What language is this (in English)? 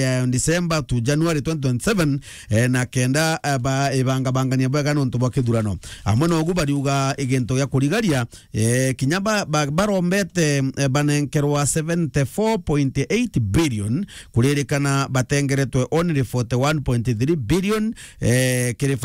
Meru